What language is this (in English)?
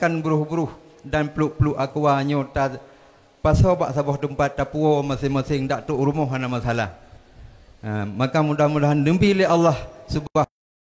Achinese